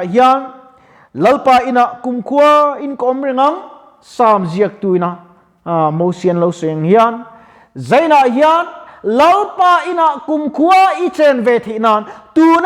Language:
Mizo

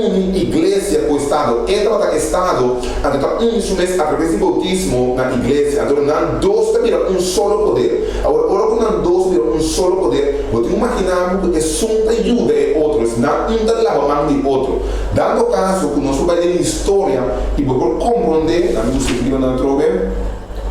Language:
Papiamento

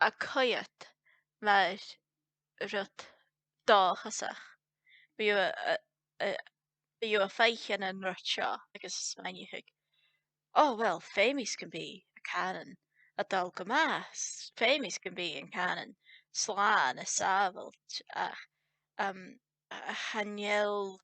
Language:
Scottish Gaelic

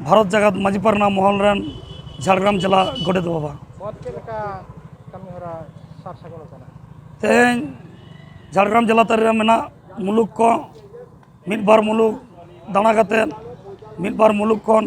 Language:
Santali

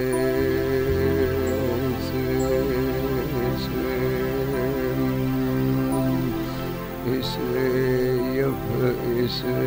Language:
Tamil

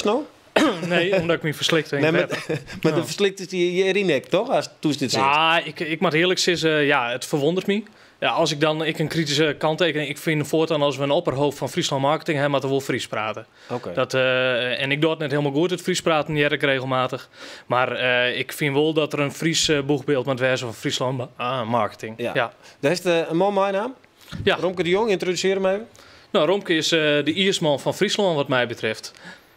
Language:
Western Frisian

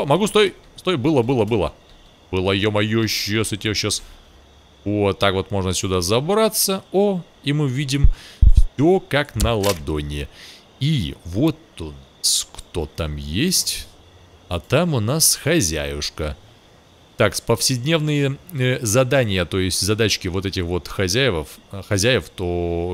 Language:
Russian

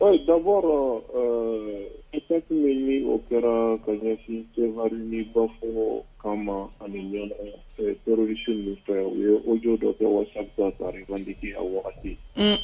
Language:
Bambara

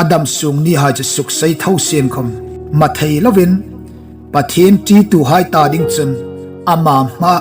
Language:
Hmar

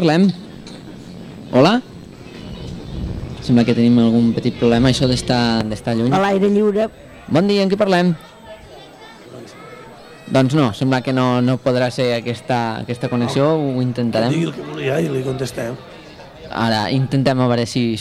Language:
Catalan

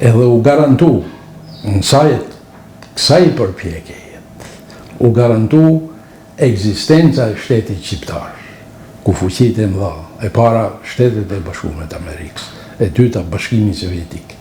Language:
Albanian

